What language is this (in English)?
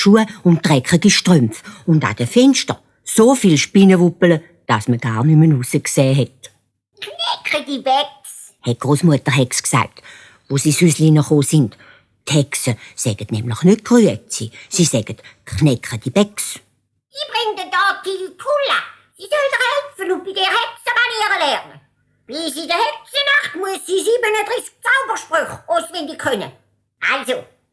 Swiss German